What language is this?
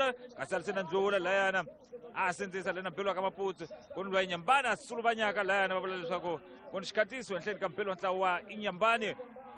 Tsonga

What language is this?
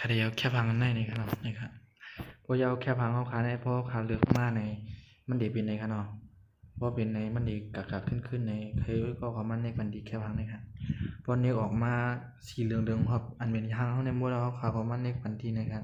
Shan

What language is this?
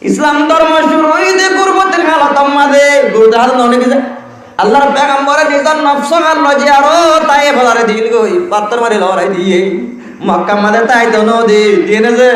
Rohingya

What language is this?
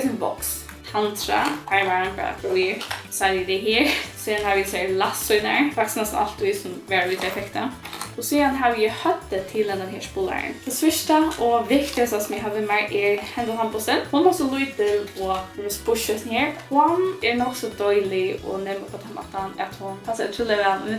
Faroese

